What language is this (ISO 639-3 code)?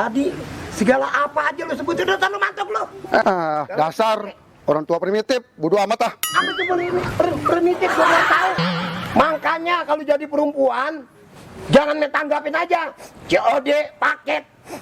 bew